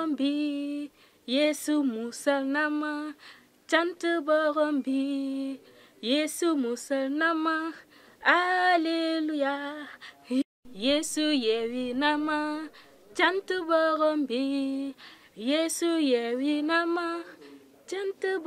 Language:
Wolof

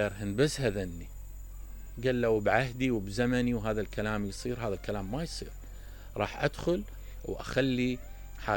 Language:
Mesopotamian Arabic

